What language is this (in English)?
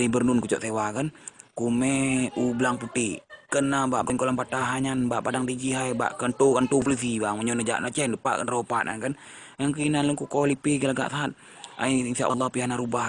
Achinese